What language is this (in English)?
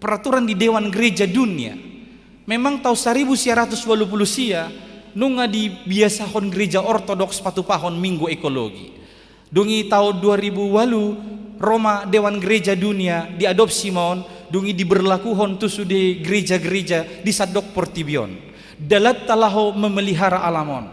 Batak Toba